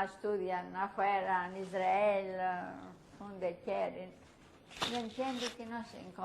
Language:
Ladino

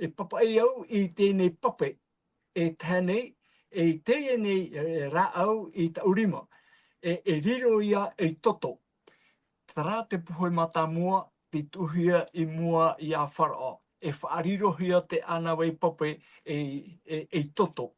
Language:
Tahitian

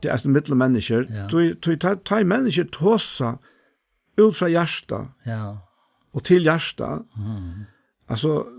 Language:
Faroese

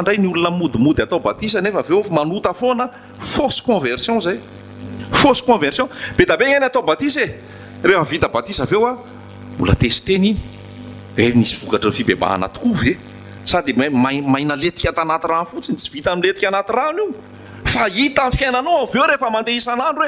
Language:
Malagasy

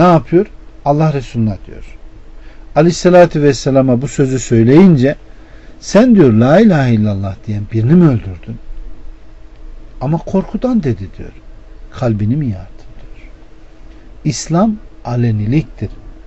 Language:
Turkish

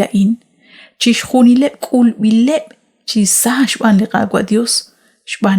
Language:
Kekchí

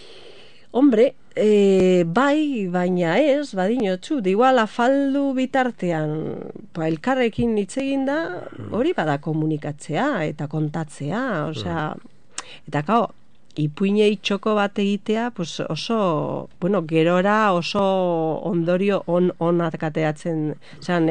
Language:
Basque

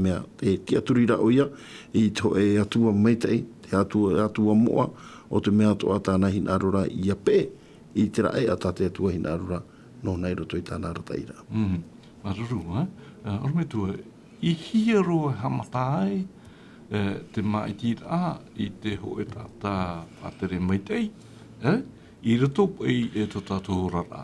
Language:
Tahitian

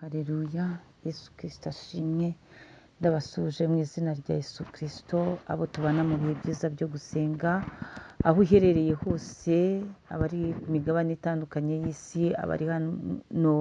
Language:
Kinyarwanda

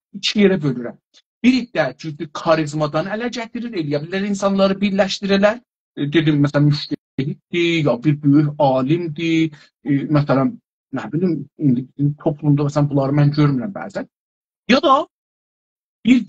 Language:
South Azerbaijani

